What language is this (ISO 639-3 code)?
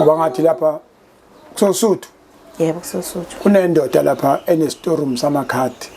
zul